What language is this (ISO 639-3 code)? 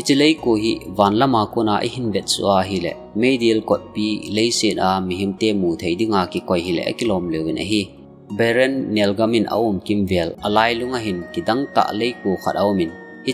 tcz